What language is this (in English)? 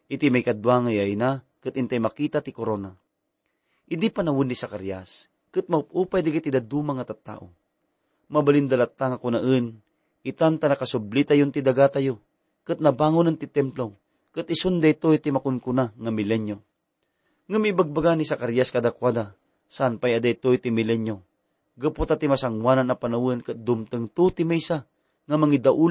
Iloko